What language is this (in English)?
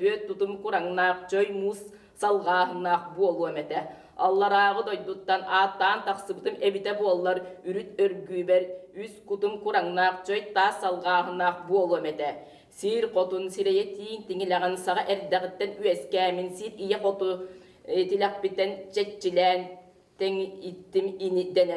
Yakut